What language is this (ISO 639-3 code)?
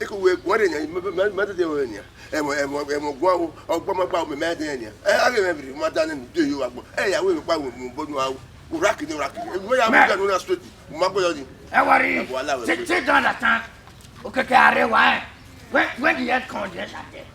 bin